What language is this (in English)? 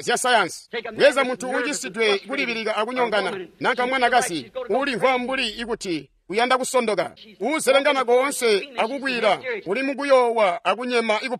Tonga (Zambia)